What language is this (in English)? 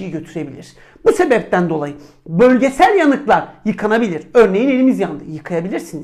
Turkish